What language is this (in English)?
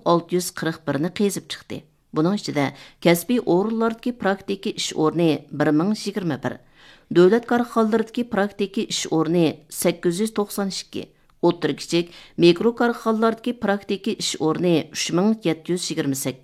Uyghur